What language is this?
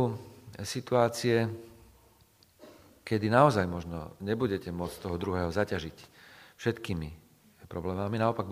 Slovak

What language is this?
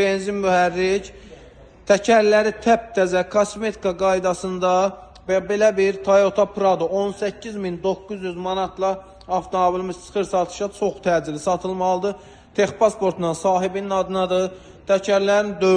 Azerbaijani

